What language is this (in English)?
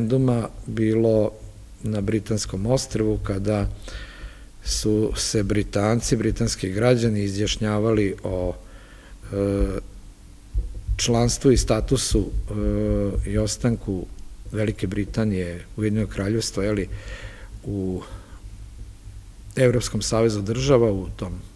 Serbian